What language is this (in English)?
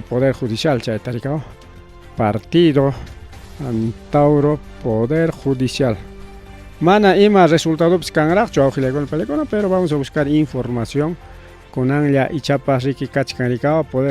Ayacucho Quechua